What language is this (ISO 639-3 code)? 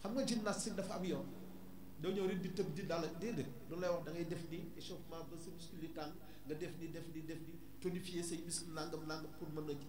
wol